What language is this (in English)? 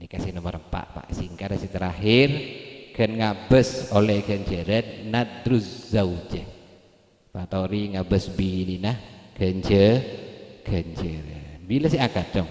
Madurese